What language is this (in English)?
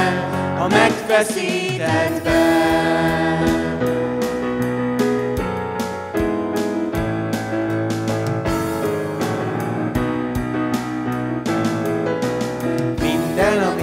Hungarian